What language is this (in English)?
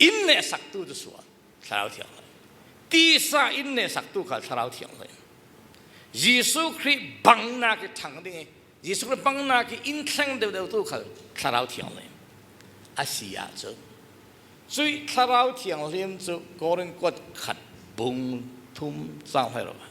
Falam Chin